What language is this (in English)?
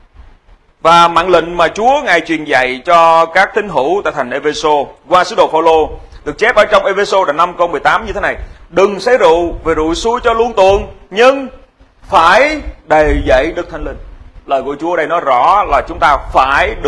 Vietnamese